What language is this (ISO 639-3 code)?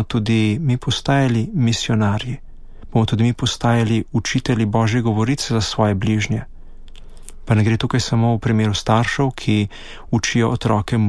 slv